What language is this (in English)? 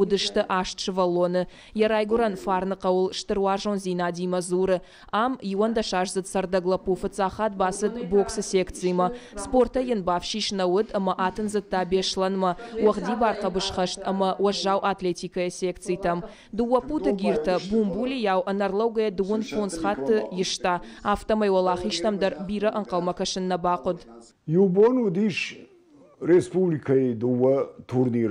Ossetic